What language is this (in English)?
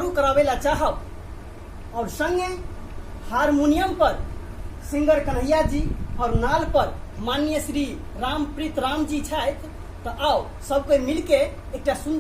Maithili